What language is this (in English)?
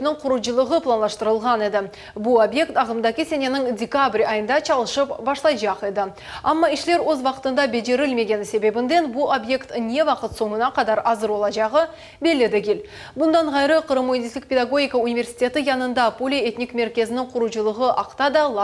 Crimean Tatar